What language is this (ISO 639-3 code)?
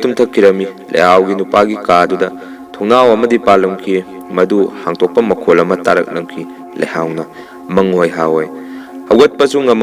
mni